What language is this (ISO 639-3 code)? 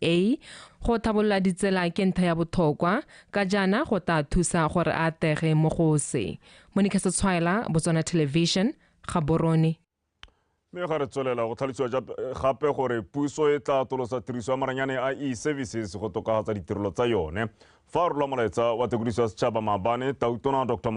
tsn